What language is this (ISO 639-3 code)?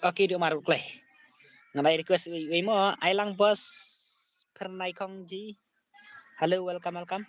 kha